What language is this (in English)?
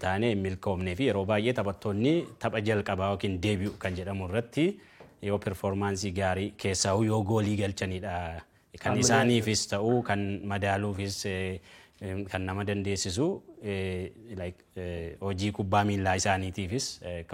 Oromo